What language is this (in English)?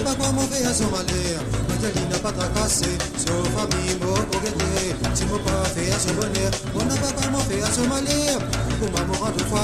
Morisyen